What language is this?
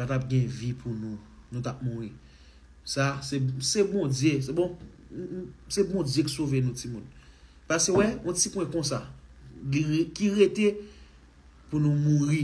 Haitian Creole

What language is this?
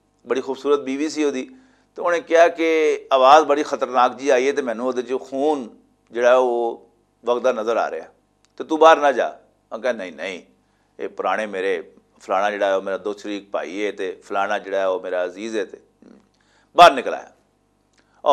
Western Panjabi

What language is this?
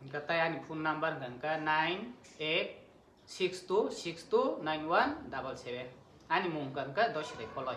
Kok Borok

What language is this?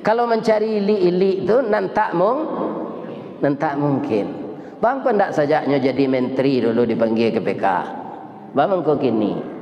Minangkabau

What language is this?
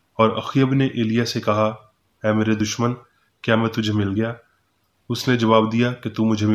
Urdu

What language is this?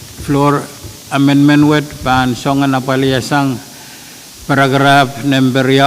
Pohnpeian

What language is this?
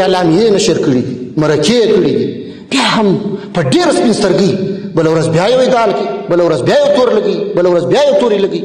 Pashto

